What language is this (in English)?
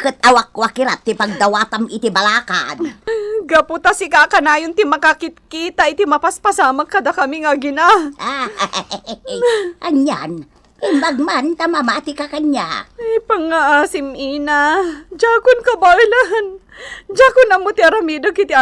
Iloko